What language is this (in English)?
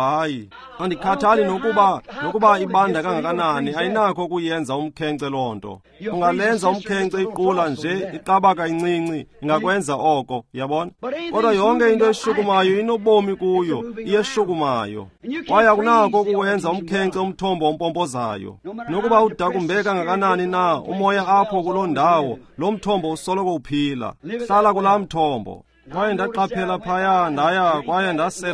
Xhosa